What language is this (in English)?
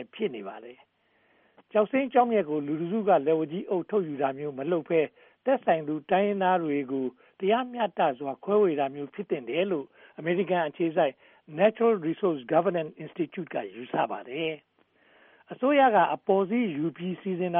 Burmese